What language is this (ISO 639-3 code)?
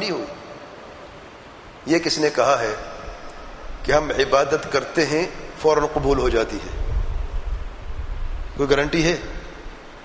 urd